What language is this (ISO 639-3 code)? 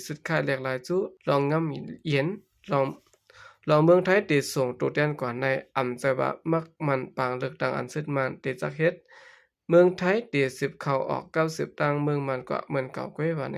shn